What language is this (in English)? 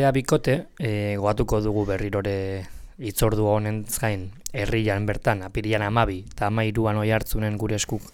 Basque